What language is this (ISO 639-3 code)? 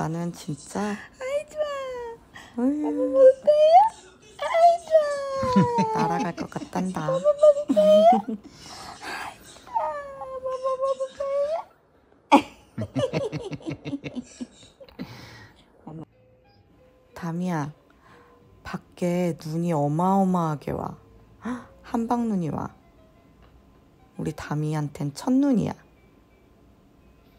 kor